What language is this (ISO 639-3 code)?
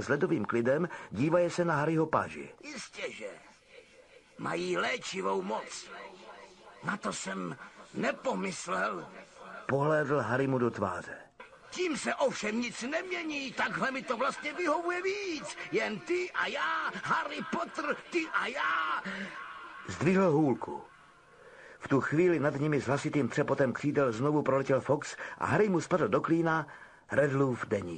ces